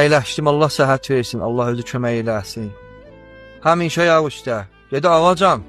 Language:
Azerbaijani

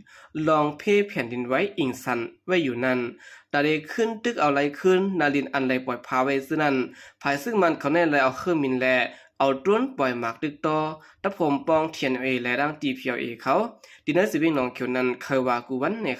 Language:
Shan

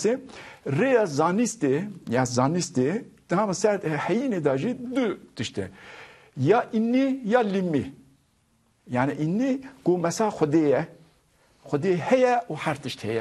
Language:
Kurdish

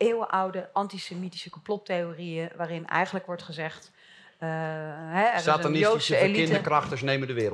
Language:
Dutch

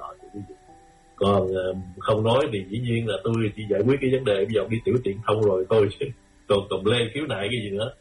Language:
Vietnamese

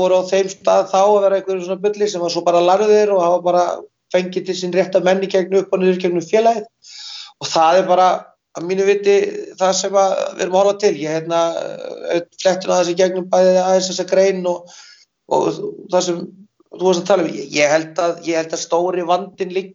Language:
Icelandic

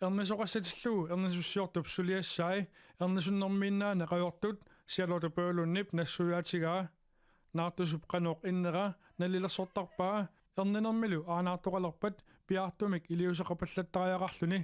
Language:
Kalaallisut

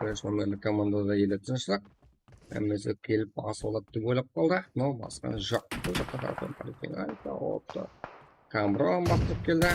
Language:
Kara-Kalpak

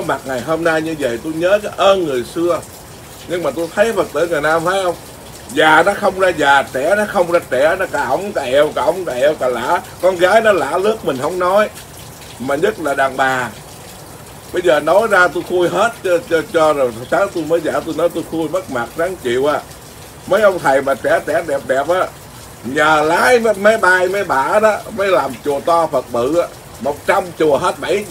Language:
Vietnamese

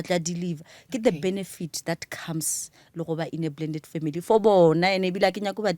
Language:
Northern Sotho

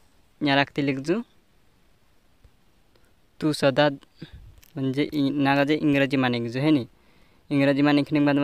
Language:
Hindi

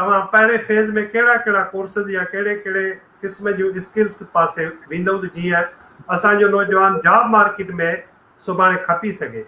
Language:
Sindhi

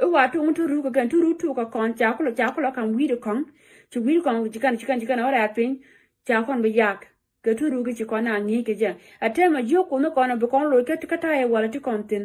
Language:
Nuer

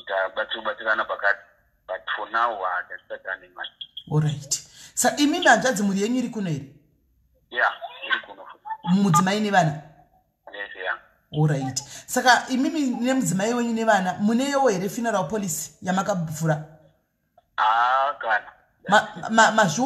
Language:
Shona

